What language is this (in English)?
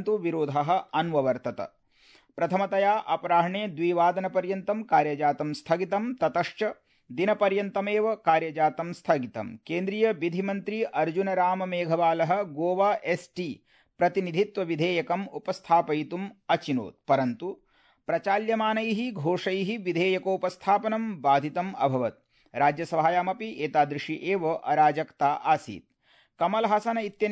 Sanskrit